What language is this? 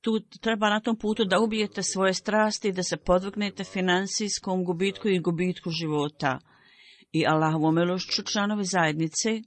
Bosnian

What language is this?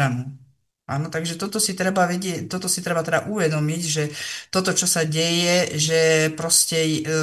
Slovak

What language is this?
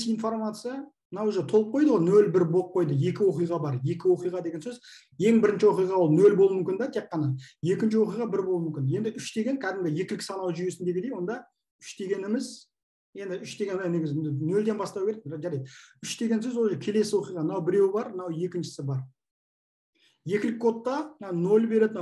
Kazakh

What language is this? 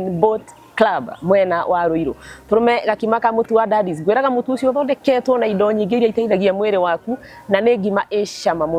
Kikuyu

